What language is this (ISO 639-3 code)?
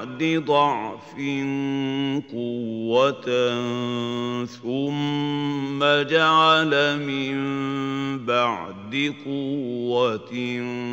ara